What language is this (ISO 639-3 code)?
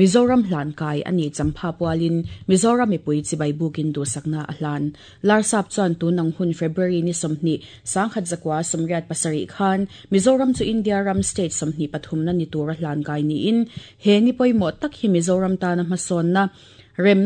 lus